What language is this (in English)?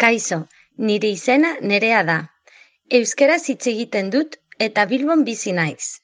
Basque